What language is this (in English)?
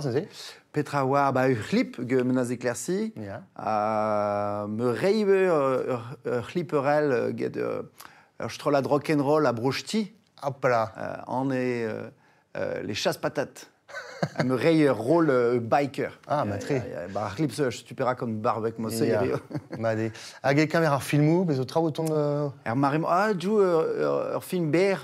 Breton